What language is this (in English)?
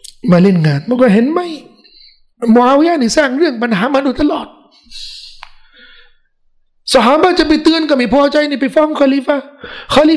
Thai